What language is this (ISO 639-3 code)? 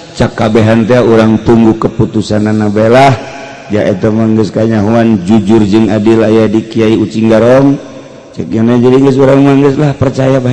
sun